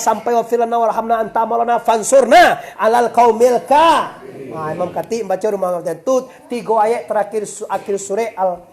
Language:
Minangkabau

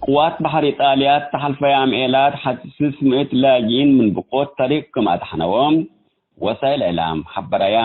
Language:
Tigre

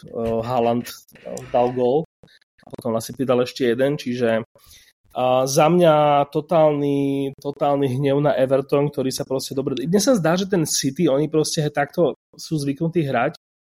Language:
Slovak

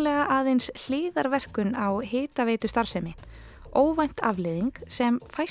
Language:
Icelandic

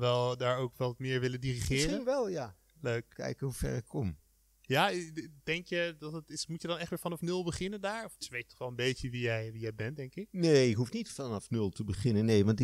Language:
Dutch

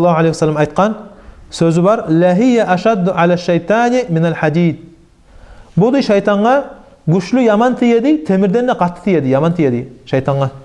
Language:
Kumyk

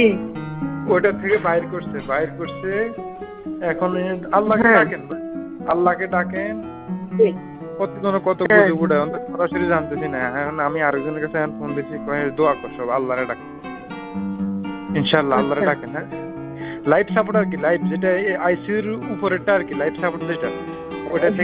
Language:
Bangla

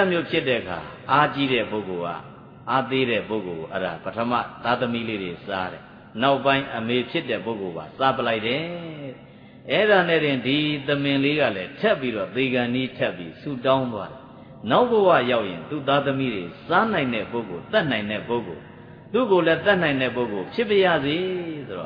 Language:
Burmese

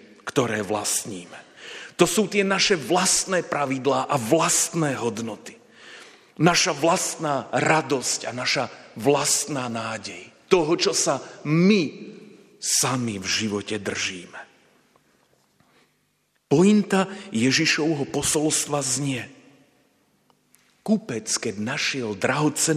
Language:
Slovak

